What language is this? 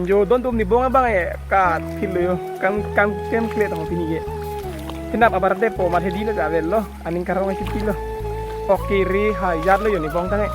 Karbi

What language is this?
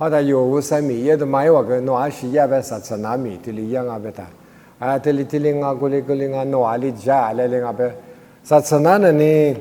Lisu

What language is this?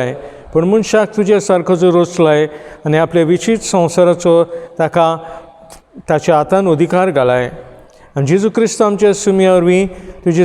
Konkani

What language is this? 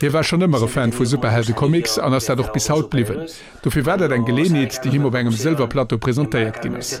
Luxembourgish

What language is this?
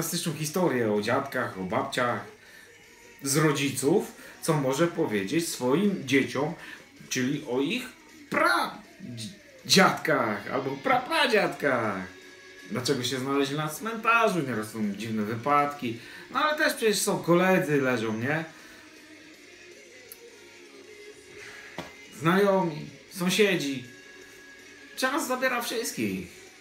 Polish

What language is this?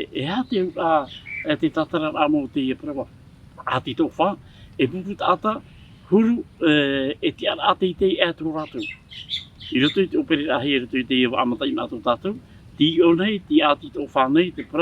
Tahitian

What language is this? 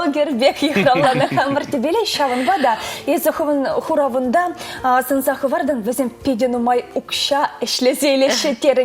Chuvash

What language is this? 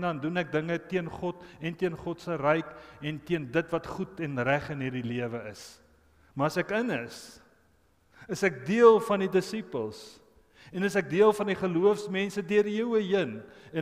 Afrikaans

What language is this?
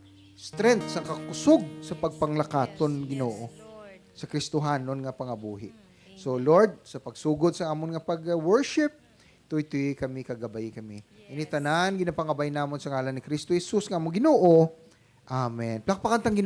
Hiligaynon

